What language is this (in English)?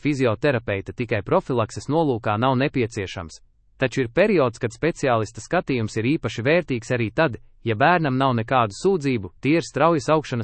Latvian